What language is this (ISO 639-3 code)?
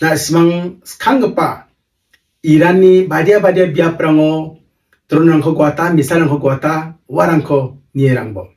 grt